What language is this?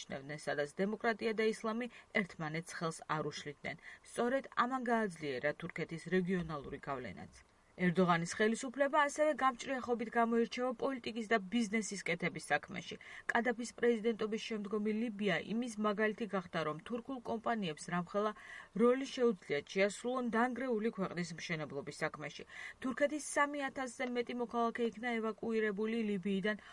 Georgian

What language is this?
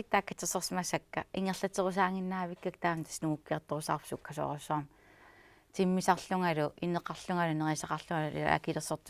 Kalaallisut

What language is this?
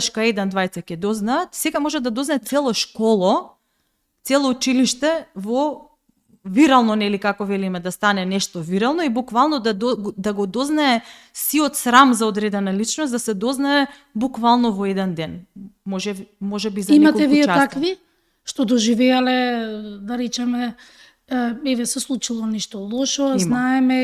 Macedonian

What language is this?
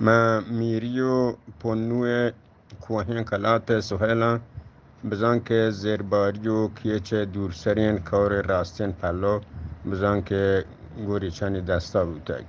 Eastern Balochi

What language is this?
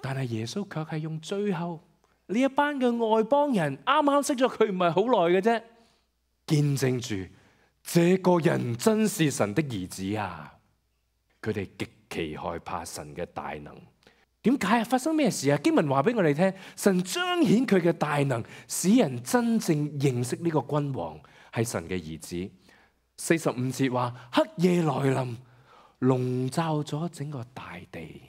Cantonese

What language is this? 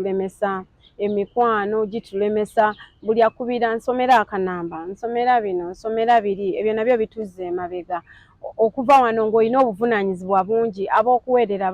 Ganda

